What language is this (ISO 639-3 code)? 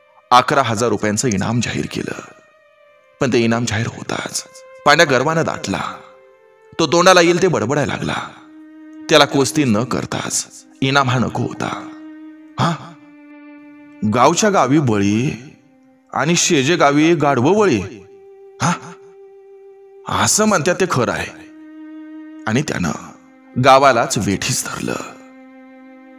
mar